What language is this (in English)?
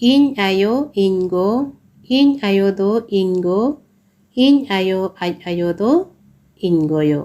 Santali